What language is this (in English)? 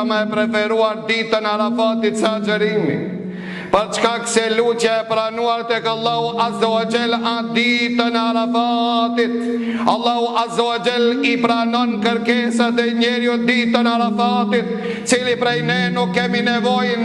Albanian